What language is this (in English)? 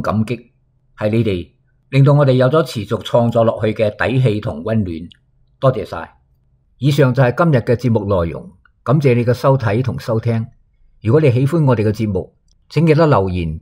Cantonese